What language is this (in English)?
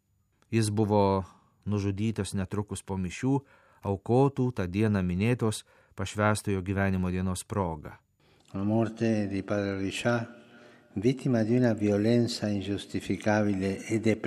Lithuanian